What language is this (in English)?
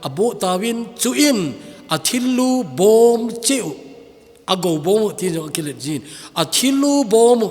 Thado Chin